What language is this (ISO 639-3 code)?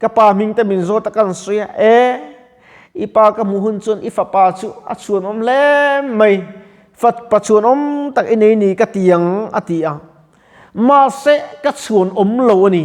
lus